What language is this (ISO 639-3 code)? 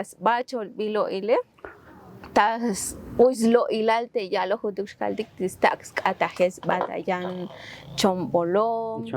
tzo